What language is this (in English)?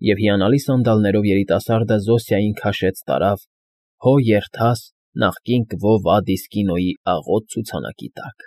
Armenian